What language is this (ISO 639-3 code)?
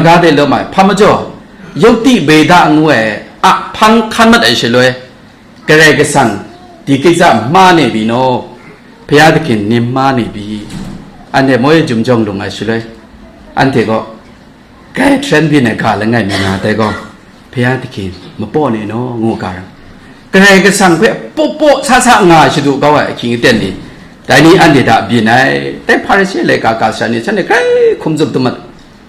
kac